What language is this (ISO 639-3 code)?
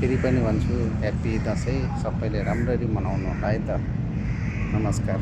nep